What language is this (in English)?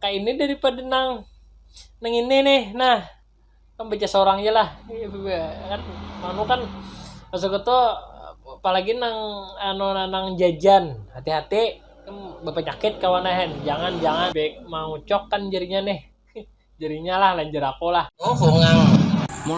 Banjar